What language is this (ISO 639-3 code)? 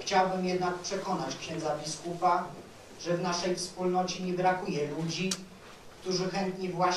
pol